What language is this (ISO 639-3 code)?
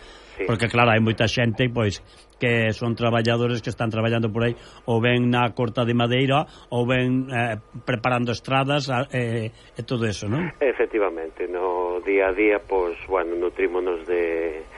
glg